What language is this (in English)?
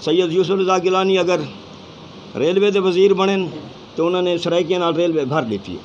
Saraiki